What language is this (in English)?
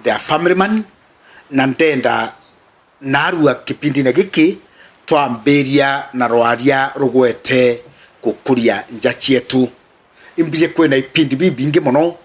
Meru